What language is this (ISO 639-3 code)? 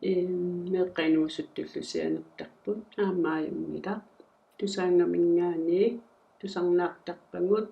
kal